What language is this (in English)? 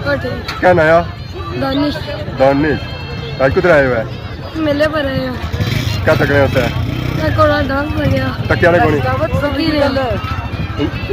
Pahari-Potwari